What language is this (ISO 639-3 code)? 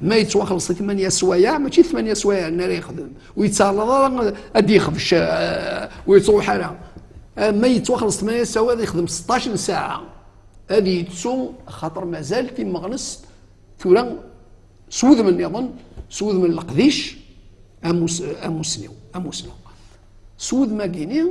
kab